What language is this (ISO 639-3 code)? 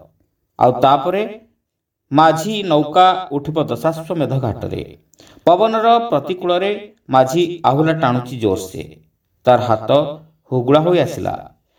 ori